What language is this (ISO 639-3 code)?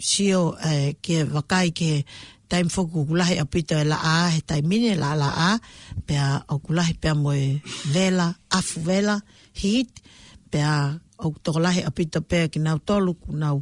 ton